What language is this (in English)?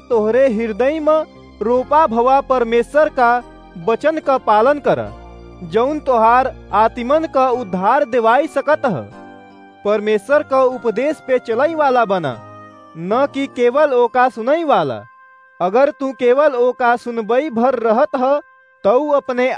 Awadhi